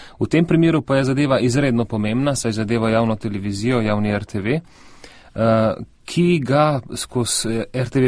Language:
Slovenian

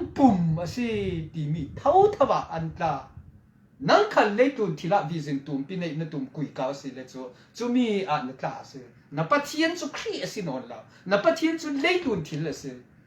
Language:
Falam Chin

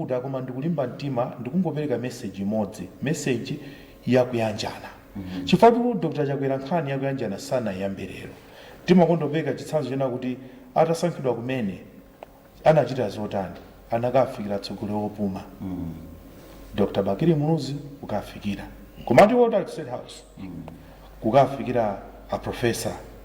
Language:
Nyanja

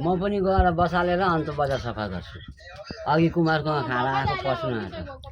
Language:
Nepali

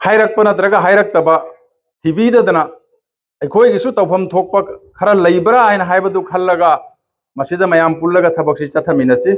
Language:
Manipuri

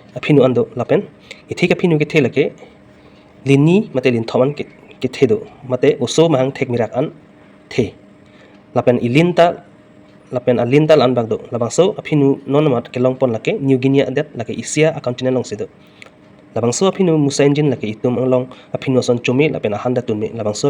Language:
Karbi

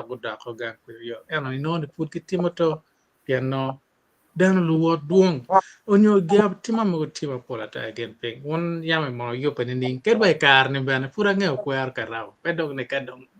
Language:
Acoli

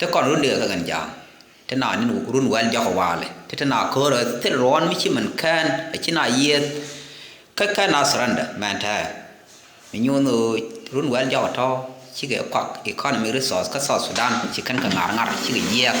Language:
Nuer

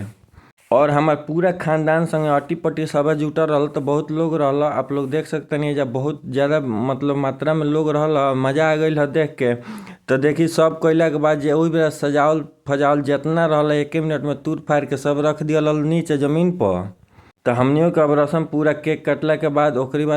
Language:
Bhojpuri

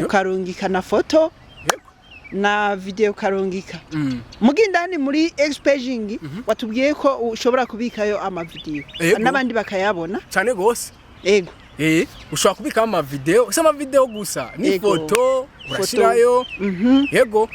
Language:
Rundi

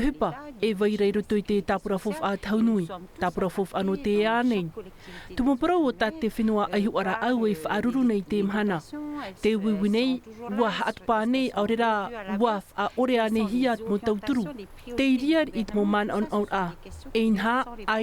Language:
Tahitian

